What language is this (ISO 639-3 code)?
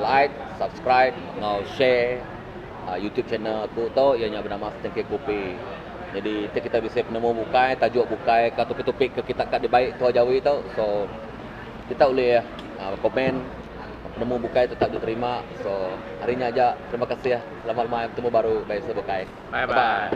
iba